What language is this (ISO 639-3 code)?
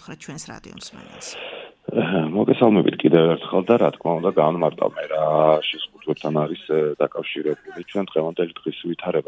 kat